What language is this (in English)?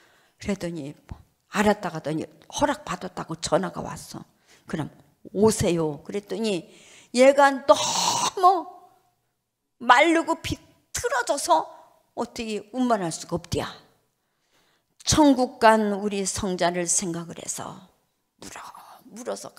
Korean